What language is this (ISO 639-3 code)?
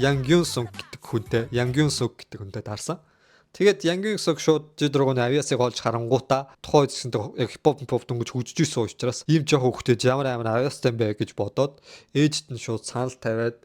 mon